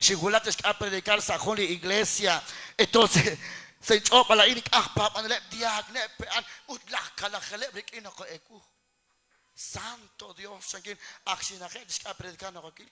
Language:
Kekchí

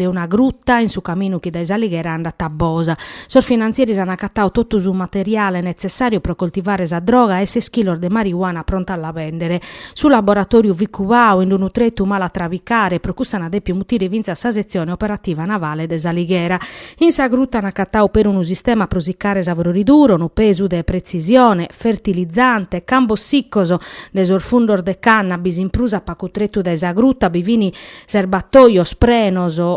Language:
Sardinian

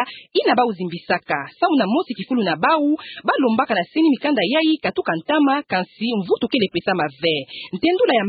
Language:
Kituba (Democratic Republic of Congo)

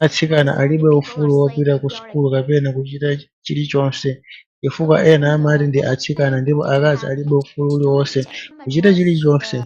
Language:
Nyanja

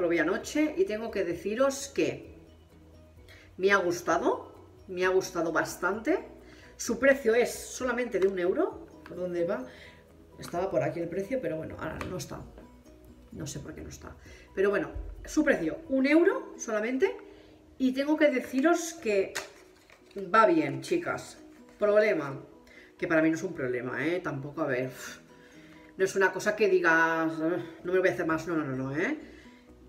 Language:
Spanish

